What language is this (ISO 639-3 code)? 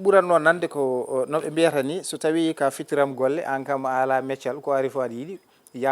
ful